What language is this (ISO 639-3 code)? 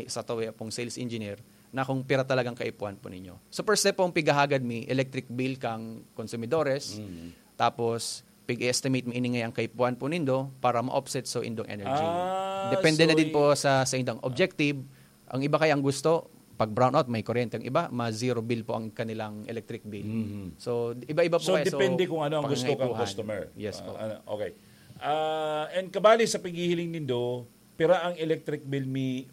bik